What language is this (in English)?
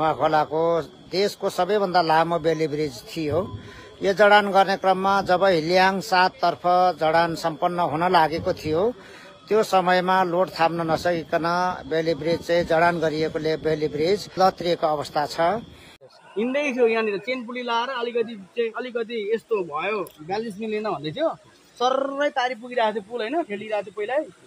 Nepali